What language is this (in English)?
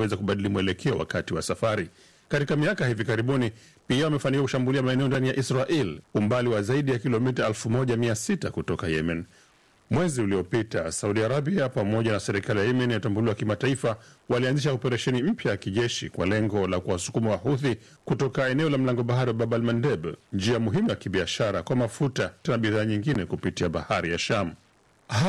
Swahili